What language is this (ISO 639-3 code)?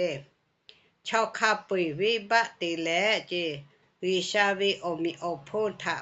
lhu